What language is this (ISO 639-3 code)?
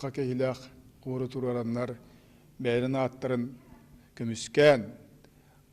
sah